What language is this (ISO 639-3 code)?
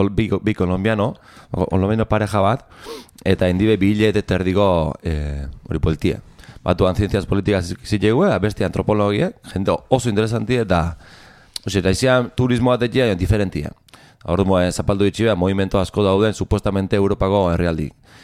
eus